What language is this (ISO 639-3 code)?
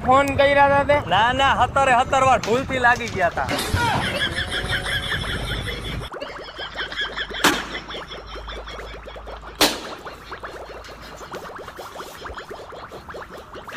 guj